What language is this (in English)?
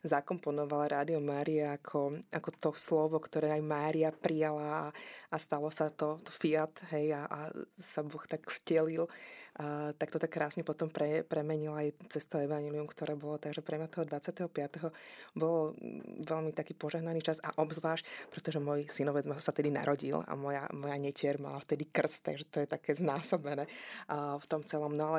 Slovak